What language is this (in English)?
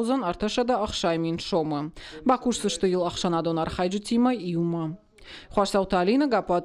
Ossetic